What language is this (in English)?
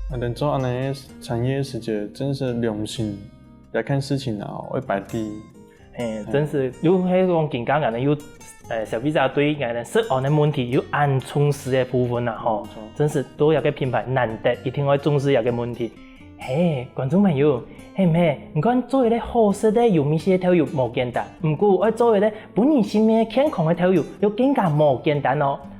Hakka Chinese